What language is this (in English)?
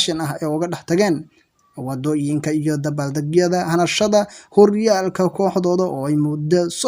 Somali